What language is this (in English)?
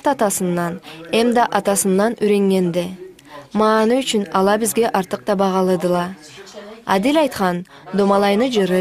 Karachay-Balkar